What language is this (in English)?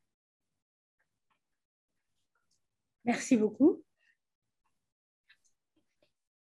French